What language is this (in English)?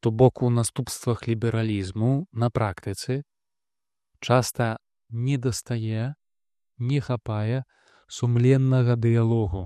Belarusian